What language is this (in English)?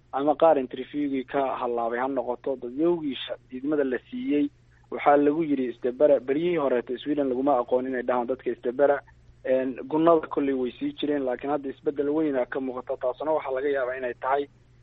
Somali